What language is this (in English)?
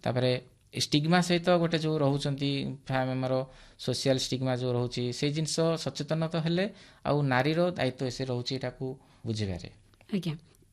Odia